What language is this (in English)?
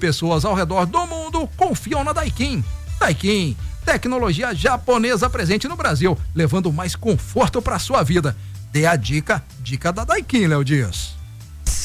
Portuguese